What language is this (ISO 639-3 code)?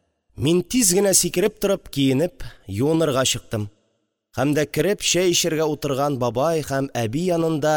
tat